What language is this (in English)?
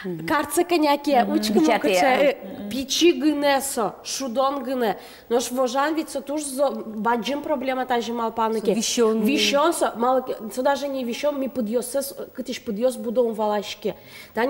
Udmurt